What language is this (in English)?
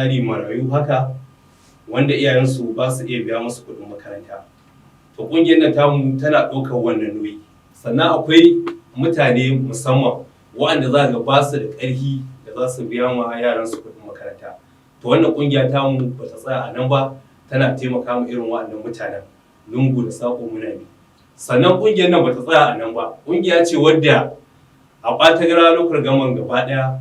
Hausa